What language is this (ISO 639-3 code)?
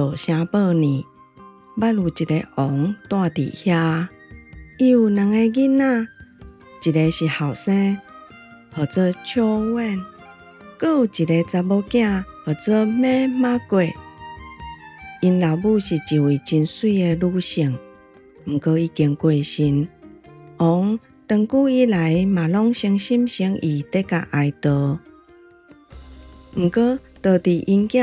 nan